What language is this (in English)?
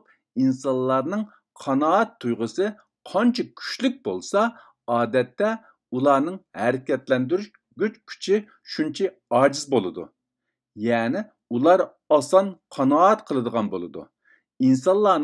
Uyghur